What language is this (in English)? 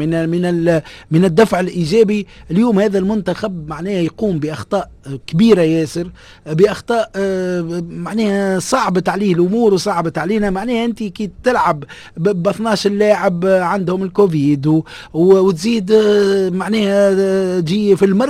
Tunisian Arabic